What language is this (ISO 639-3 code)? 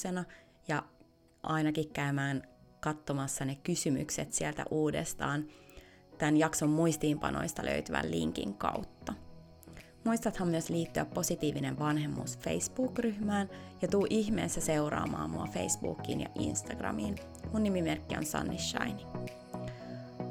fin